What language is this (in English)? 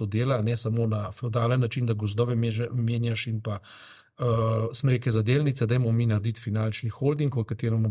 Slovenian